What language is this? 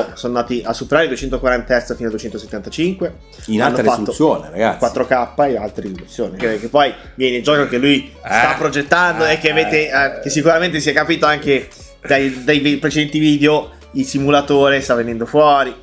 Italian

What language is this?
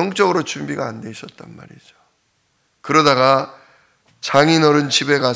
Korean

